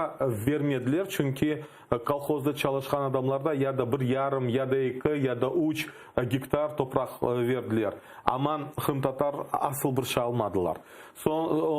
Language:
Crimean Tatar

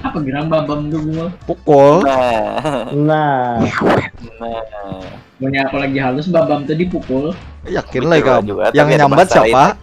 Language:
Banjar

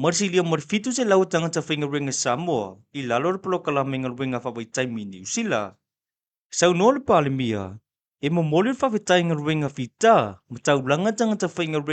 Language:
Samoan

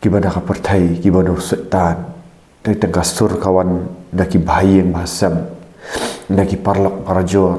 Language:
Khasi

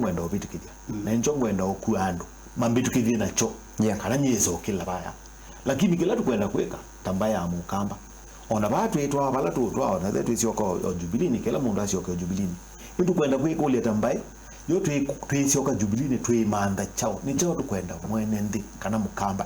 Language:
Kamba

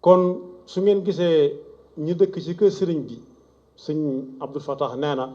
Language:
Wolof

